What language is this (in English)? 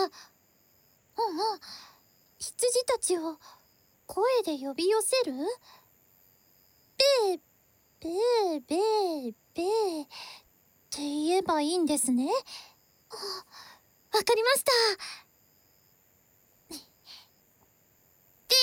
Japanese